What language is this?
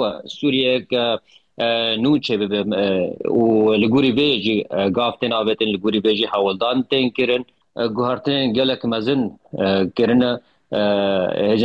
Kurdish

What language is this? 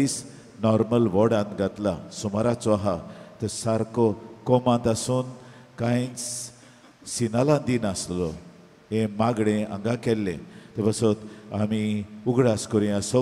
Konkani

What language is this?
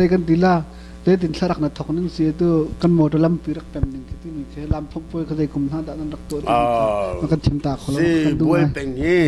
Hakha Chin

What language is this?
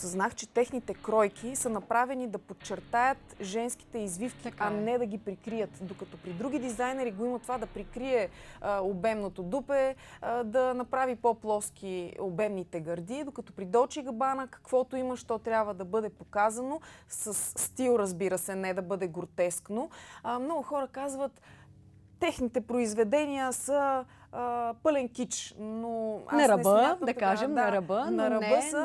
Bulgarian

